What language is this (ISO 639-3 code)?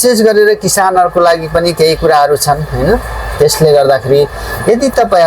nep